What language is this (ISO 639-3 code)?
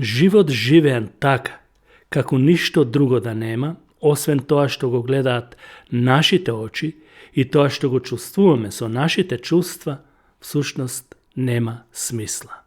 mkd